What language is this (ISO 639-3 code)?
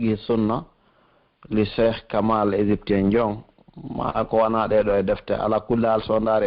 fuf